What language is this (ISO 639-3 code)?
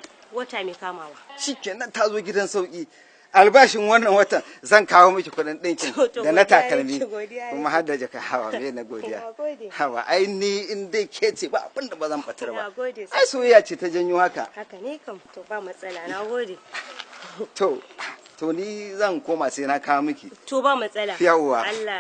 hau